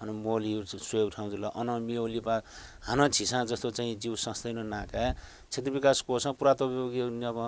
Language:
Newari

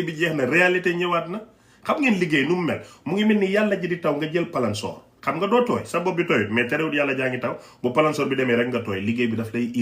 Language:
Wolof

